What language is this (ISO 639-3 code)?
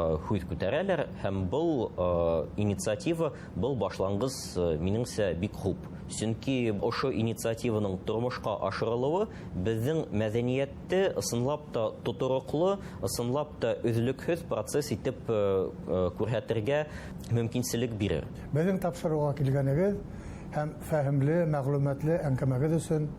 bak